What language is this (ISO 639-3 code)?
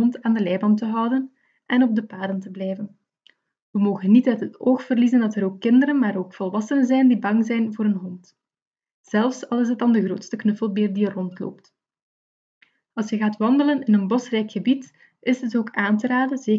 nld